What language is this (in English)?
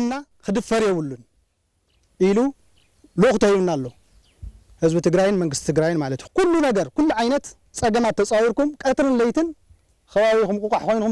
Tigrinya